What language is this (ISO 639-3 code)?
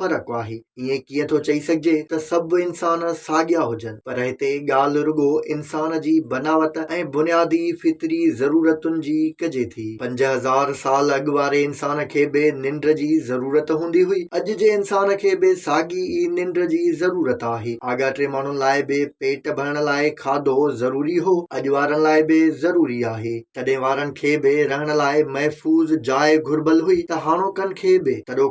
snd